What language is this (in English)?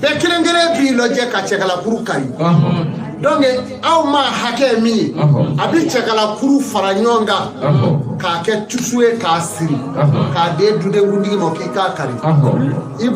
Bambara